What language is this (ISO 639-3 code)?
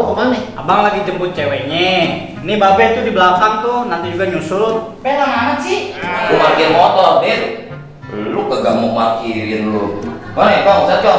bew